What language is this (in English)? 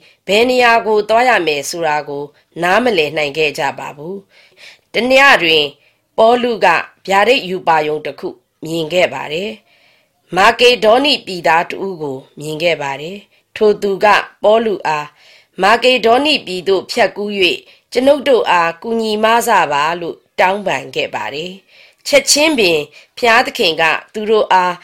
Burmese